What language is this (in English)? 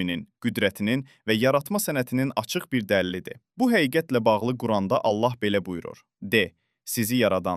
Azerbaijani